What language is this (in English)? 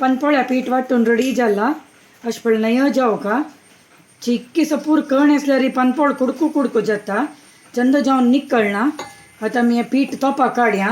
Konkani